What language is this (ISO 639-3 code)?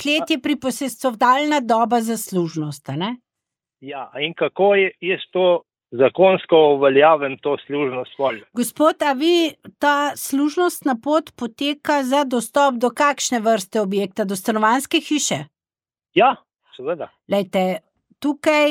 slv